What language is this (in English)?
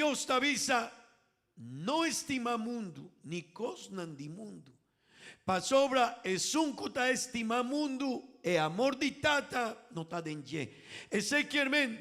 Papiamento